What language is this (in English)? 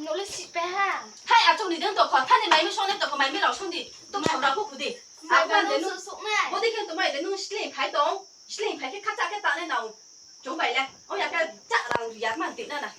Riang (India)